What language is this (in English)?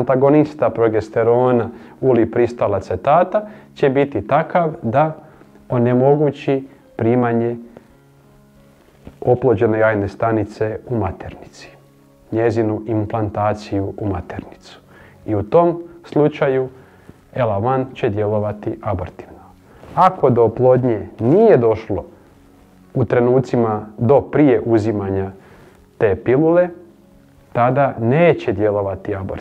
Croatian